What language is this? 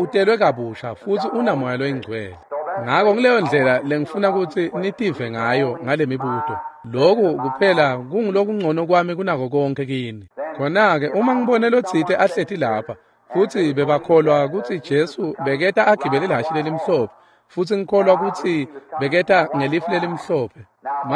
Swati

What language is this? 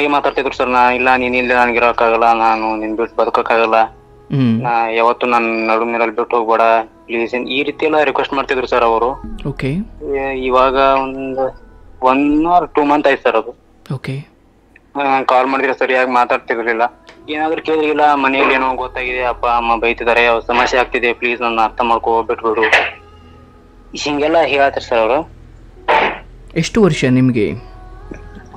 Kannada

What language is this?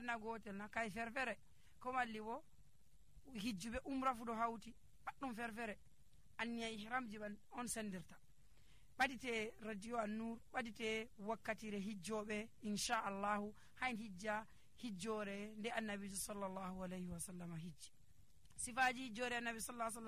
Nigerian Fulfulde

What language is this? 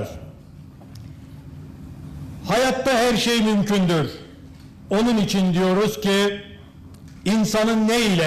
Turkish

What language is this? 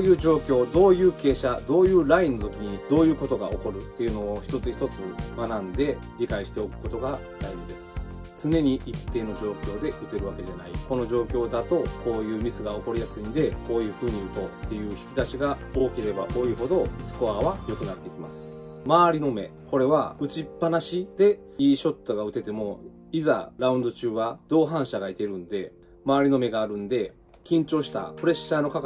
Japanese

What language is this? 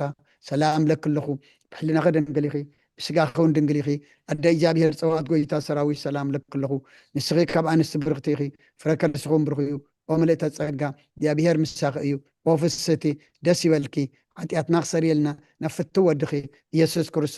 Tigrinya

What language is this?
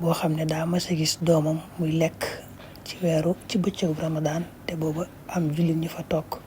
Wolof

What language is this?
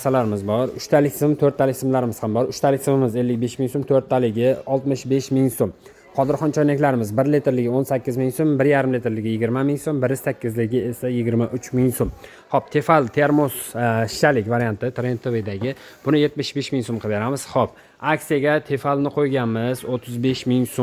Uzbek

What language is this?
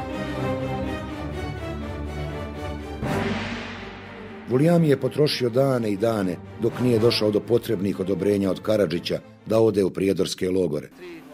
Bosnian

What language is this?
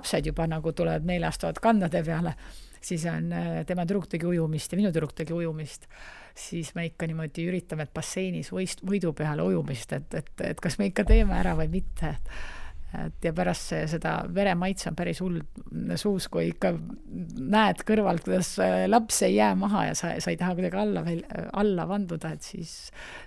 Estonian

